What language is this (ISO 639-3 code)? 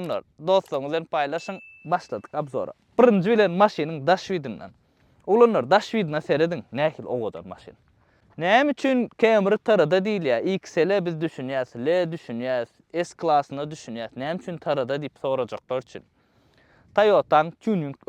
tuk